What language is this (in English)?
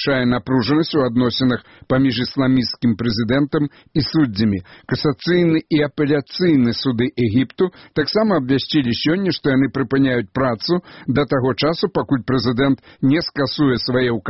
Belarusian